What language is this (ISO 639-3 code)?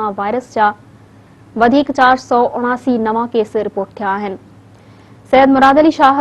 snd